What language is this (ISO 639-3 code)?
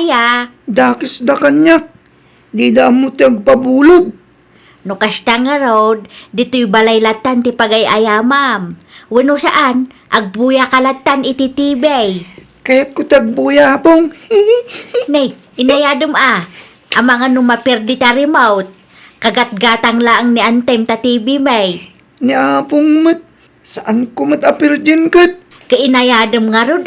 ilo